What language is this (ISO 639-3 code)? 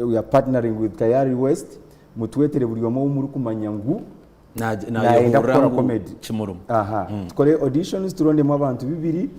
nyn